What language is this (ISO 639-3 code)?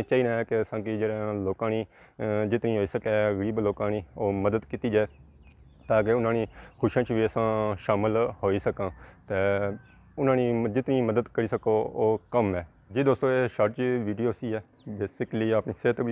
phr